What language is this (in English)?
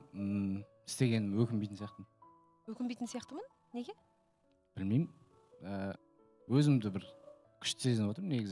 Kazakh